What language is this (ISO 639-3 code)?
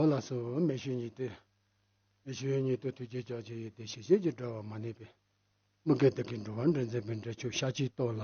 bod